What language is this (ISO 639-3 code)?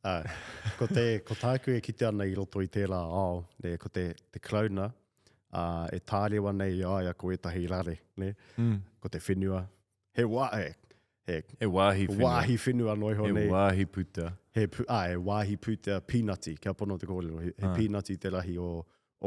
mri